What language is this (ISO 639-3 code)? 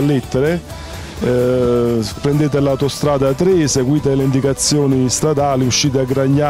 ita